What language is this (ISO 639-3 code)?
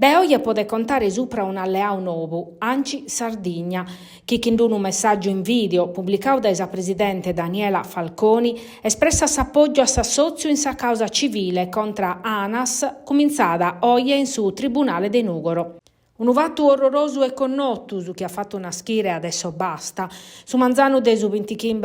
srd